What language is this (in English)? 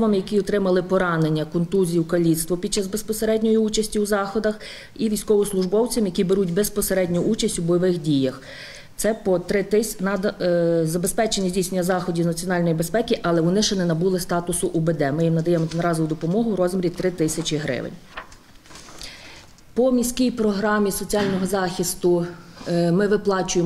Ukrainian